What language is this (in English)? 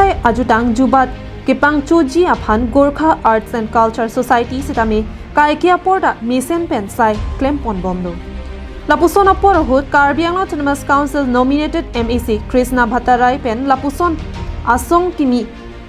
Karbi